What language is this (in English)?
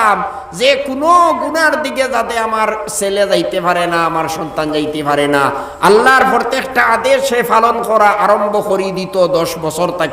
Sylheti